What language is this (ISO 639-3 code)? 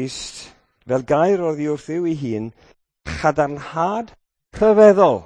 cym